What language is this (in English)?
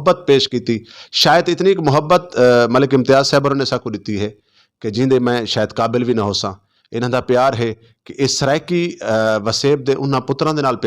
Saraiki